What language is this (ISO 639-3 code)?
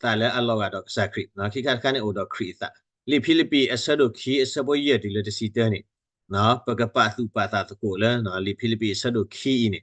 ksw